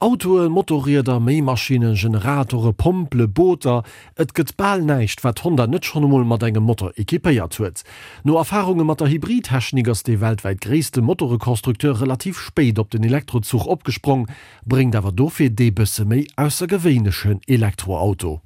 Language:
Luxembourgish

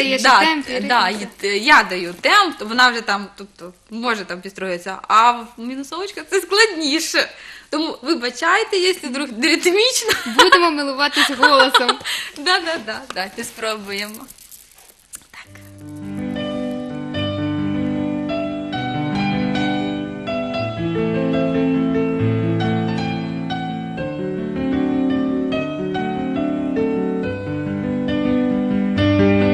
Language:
Ukrainian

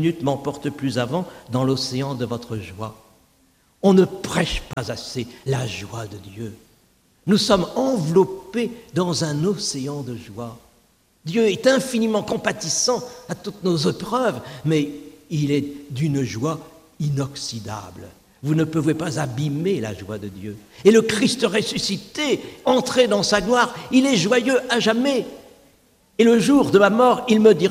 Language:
French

